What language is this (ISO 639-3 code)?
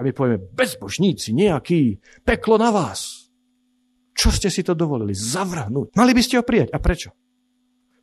slk